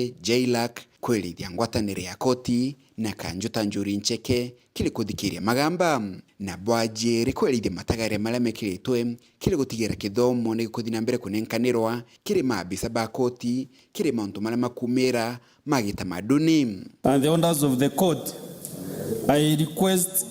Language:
Meru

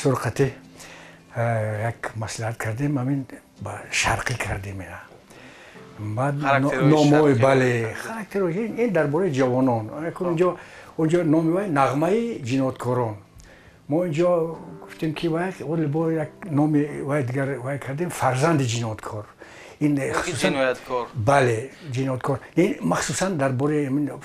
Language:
Tajik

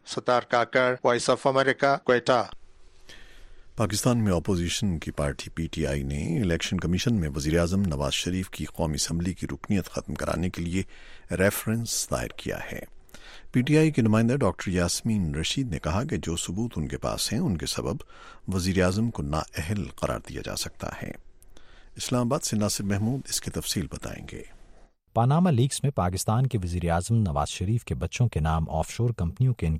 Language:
Urdu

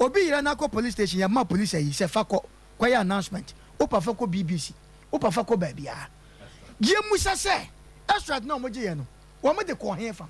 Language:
Akan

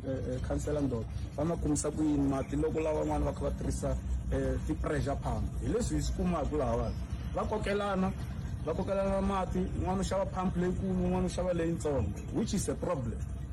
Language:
Tsonga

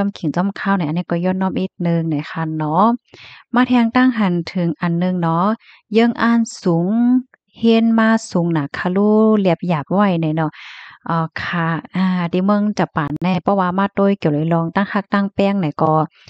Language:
Shan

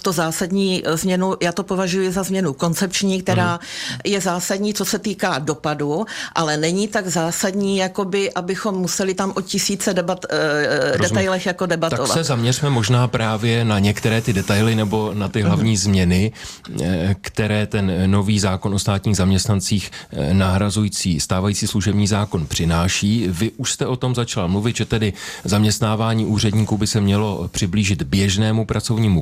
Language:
Czech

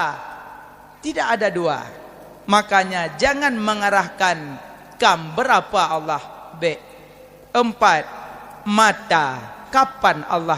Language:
Achinese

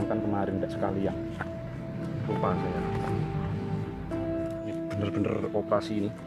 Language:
Indonesian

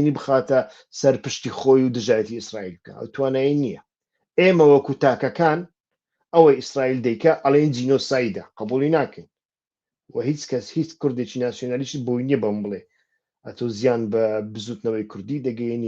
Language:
Central Kurdish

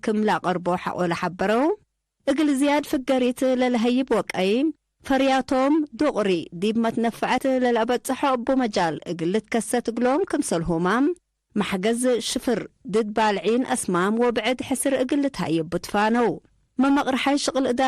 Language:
Tigre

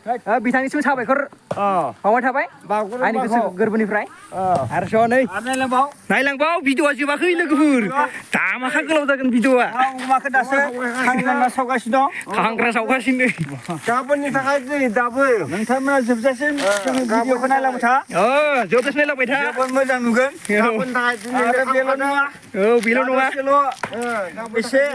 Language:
Bodo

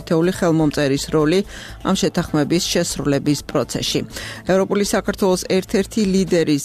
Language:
Georgian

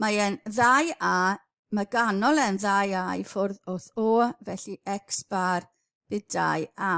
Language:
Welsh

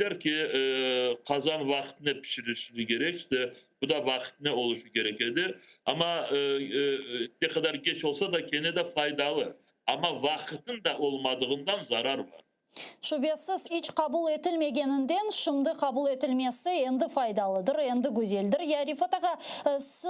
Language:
Crimean Tatar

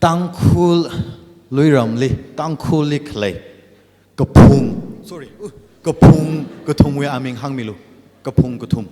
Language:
Tangkhul Naga (India)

